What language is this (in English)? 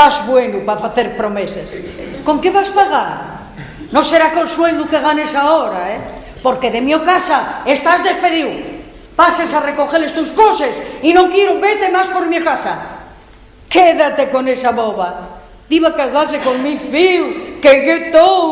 Asturian